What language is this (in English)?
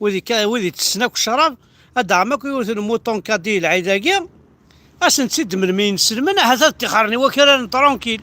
Kabyle